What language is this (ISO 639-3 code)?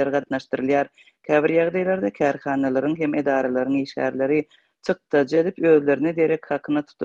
tuk